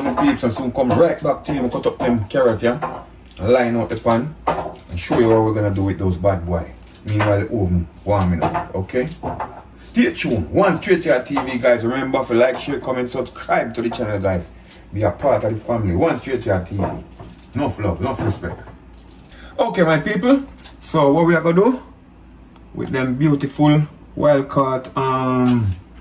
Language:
Jamaican Creole English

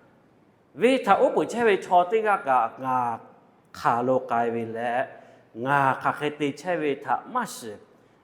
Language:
Lahu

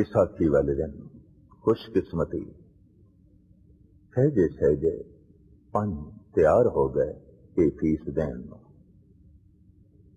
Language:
Punjabi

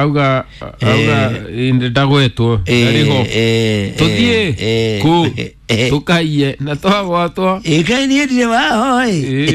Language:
Kikuyu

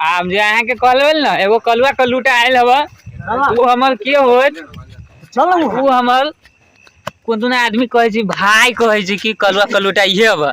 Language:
Maithili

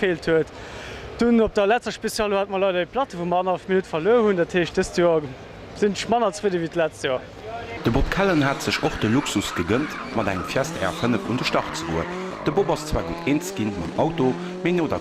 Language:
Luxembourgish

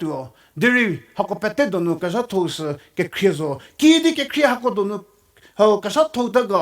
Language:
Angami Naga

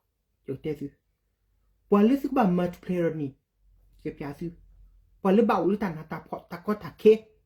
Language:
S'gaw Karen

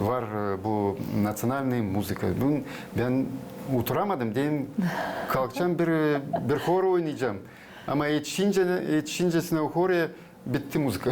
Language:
Gagauz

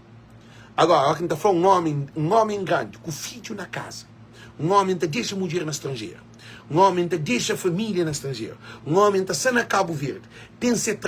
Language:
Kabuverdianu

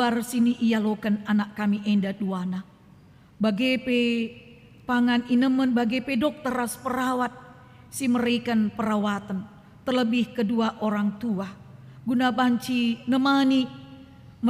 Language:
Batak Karo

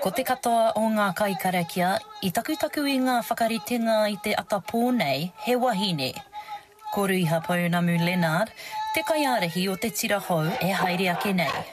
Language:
Māori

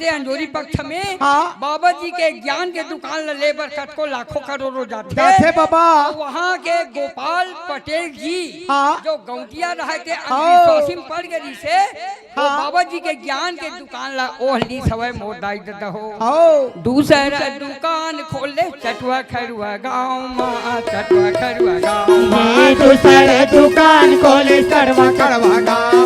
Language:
Chhattisgarhi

